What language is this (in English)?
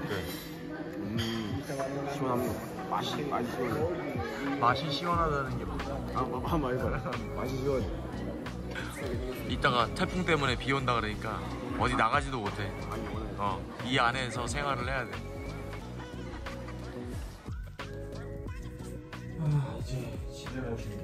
Korean